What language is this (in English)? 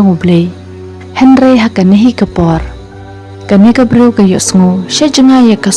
Khasi